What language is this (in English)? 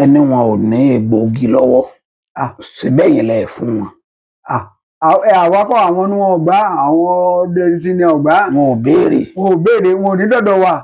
Yoruba